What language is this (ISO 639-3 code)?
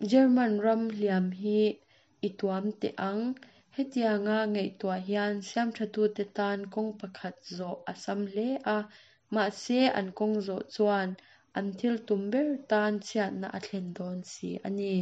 lus